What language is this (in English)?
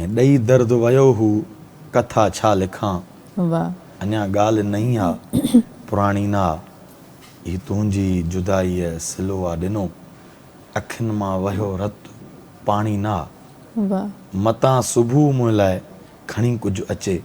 Sindhi